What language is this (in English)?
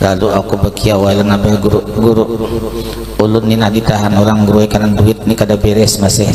Banjar